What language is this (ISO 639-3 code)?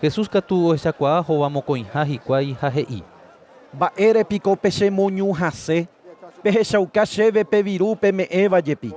grn